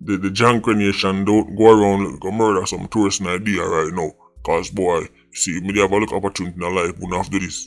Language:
Jamaican Creole English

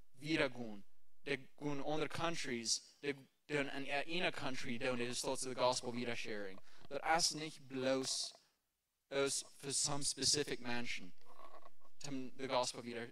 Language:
Plautdietsch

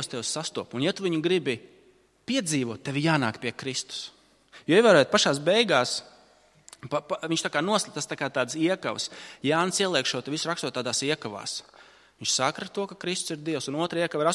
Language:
Latvian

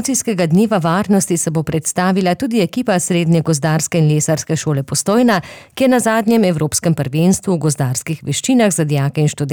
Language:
Slovenian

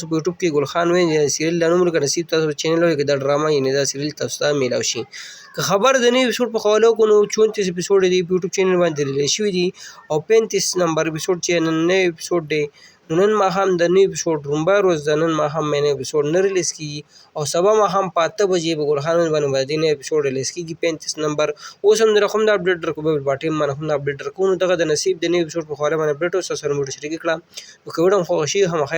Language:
Pashto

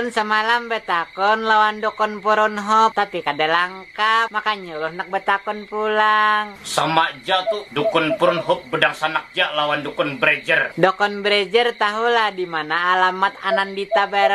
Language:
Banjar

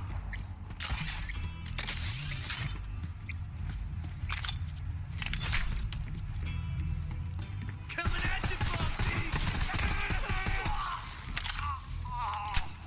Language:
English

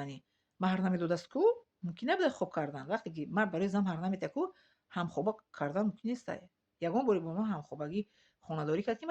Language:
Tajik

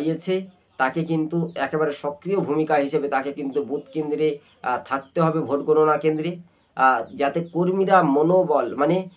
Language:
Bangla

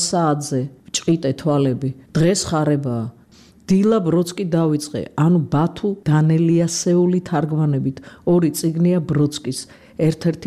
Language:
Georgian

